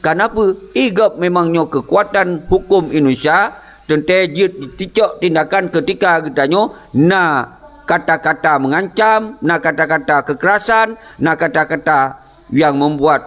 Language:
Achinese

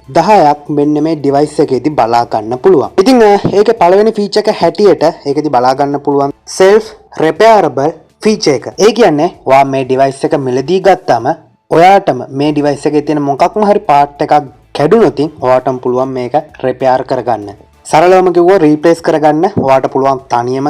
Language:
Sinhala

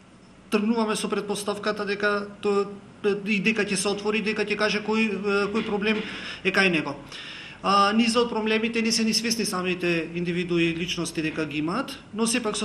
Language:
Macedonian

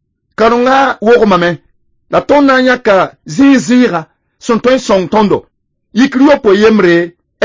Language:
Mossi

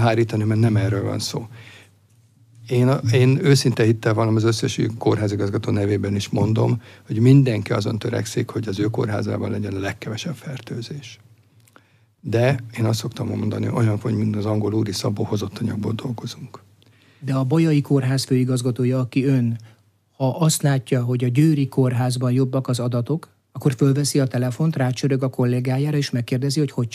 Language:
Hungarian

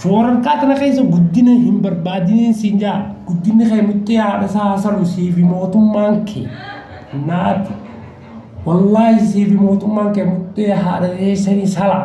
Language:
Oromo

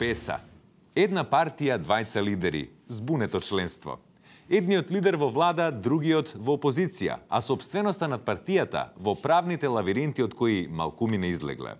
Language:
Macedonian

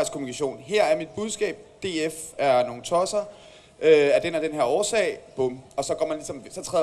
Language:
Danish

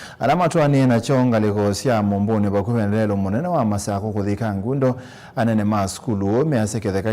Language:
Kamba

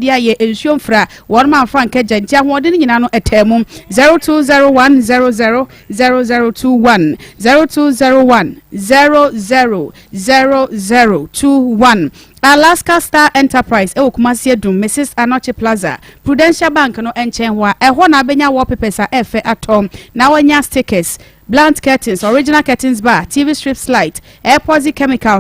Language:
Akan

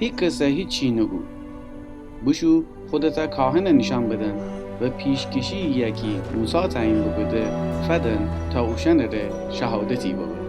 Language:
Gilaki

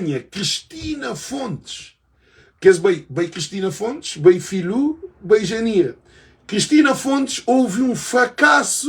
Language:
Kabuverdianu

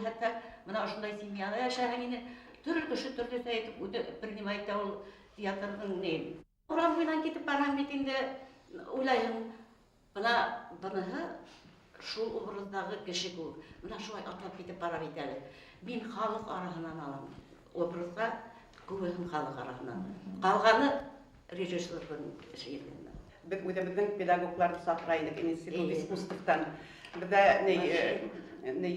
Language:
Bashkir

